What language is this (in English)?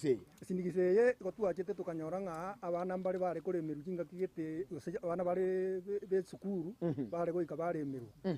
Gusii